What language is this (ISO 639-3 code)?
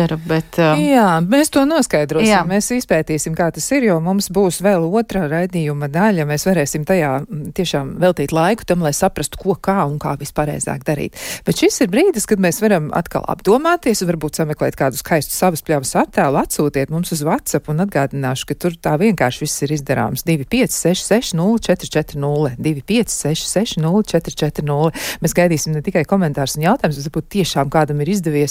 lav